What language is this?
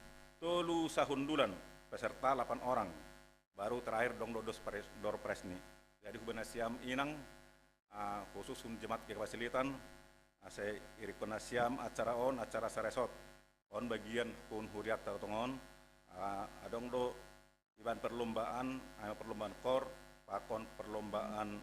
Batak Simalungun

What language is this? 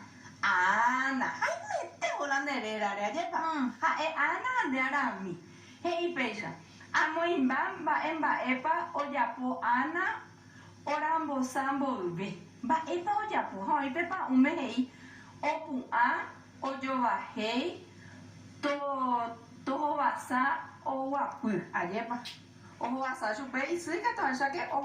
Guarani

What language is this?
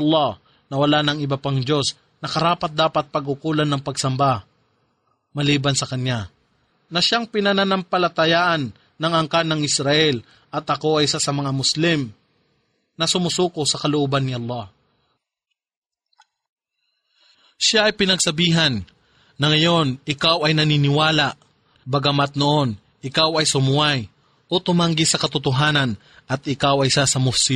Filipino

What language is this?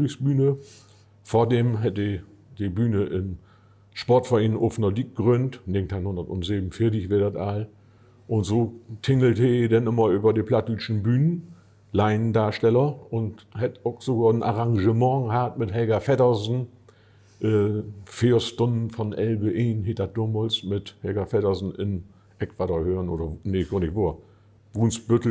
Low German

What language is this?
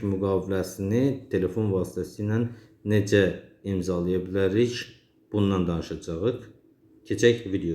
Azerbaijani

